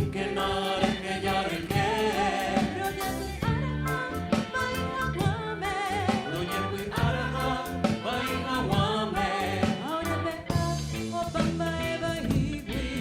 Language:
Guarani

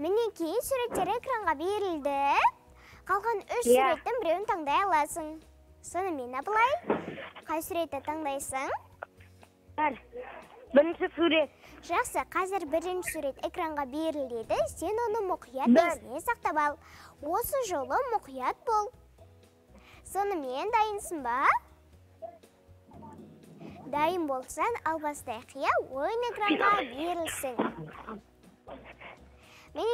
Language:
Kazakh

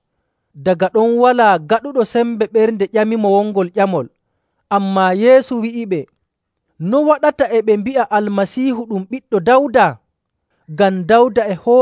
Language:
Nigerian Fulfulde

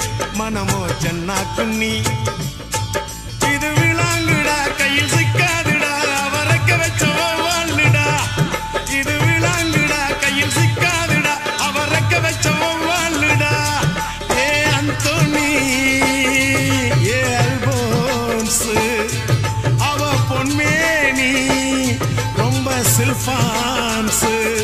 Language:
Tamil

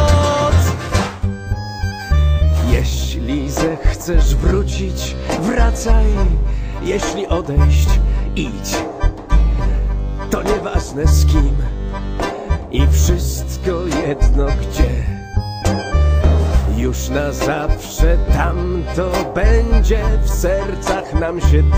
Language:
Polish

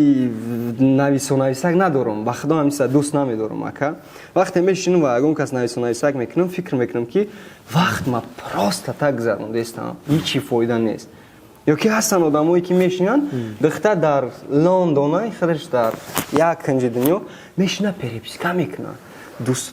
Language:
Tajik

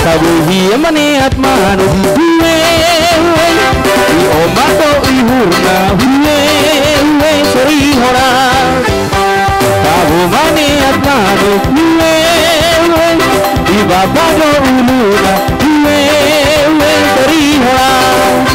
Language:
Batak Toba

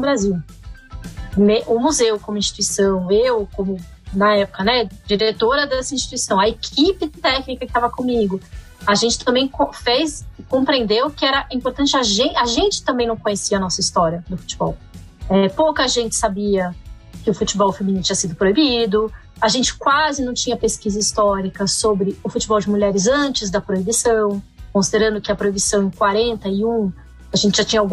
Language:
Portuguese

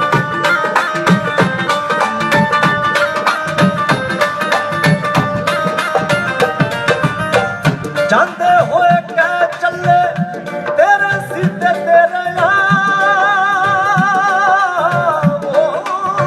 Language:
Punjabi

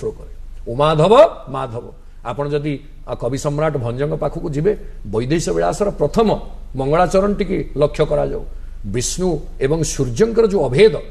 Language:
Odia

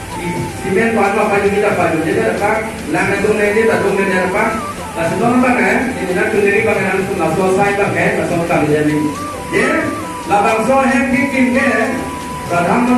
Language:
Karbi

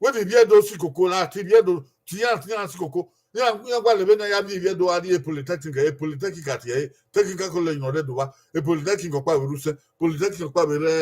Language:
Bini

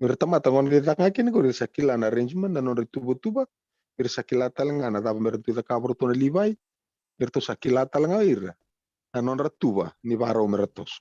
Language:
Fijian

